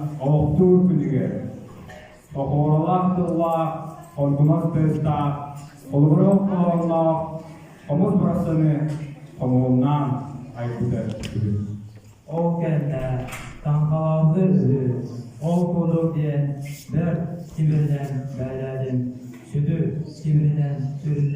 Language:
Yakut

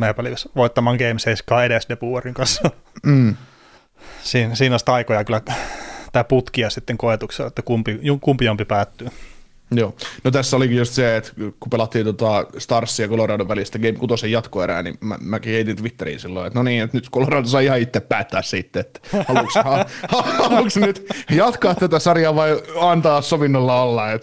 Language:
Finnish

